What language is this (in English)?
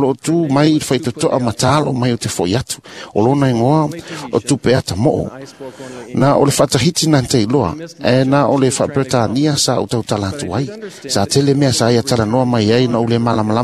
Samoan